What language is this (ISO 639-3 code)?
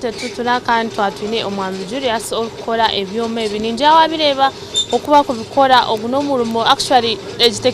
nyn